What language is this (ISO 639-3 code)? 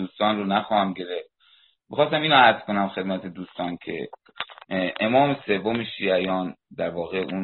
fas